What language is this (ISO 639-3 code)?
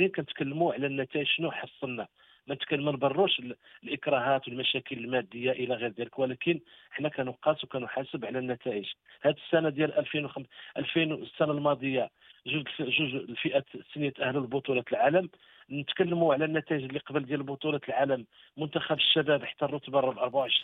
ary